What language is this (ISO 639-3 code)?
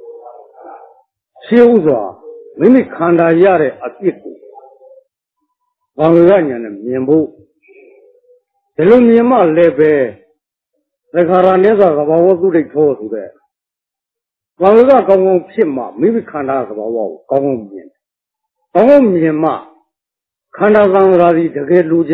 mya